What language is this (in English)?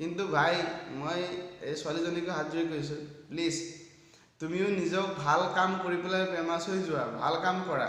Assamese